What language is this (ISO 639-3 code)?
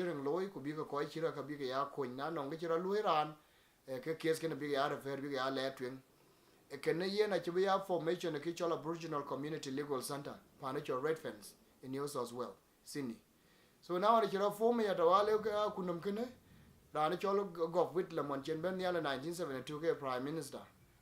din